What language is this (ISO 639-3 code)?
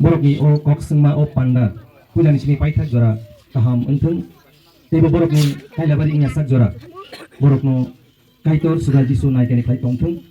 trp